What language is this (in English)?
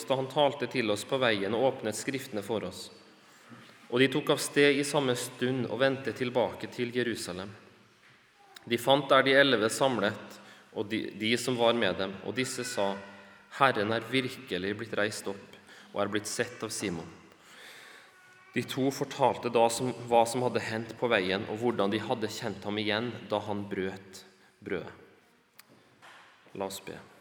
Norwegian